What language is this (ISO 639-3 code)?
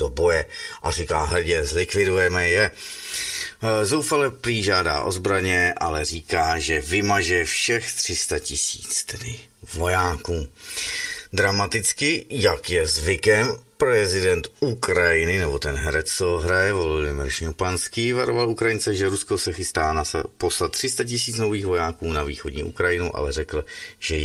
ces